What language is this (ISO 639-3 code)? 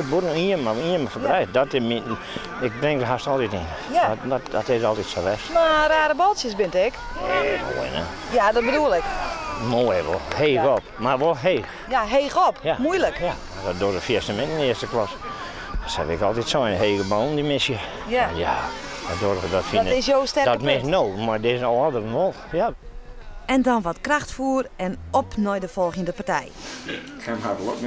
fry